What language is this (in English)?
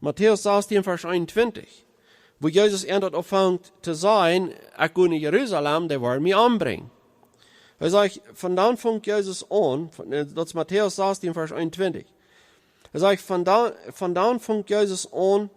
Plautdietsch